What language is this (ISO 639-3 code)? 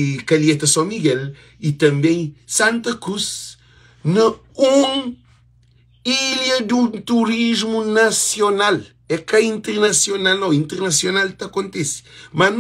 kea